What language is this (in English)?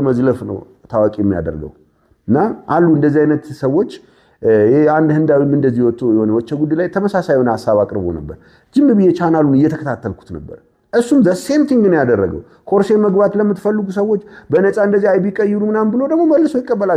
Amharic